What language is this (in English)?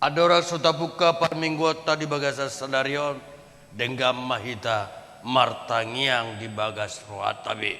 Batak Toba